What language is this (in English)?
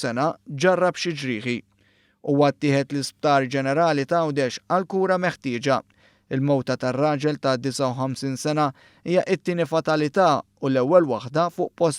Maltese